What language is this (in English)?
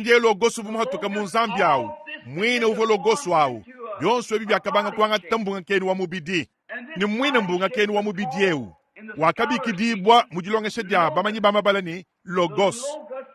Luba-Lulua